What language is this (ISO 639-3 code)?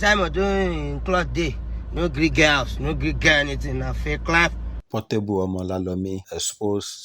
pcm